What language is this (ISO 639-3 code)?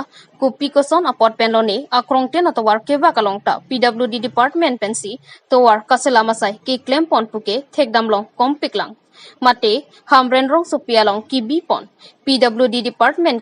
mjw